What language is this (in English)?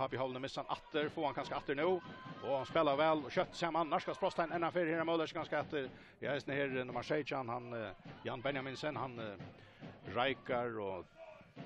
Faroese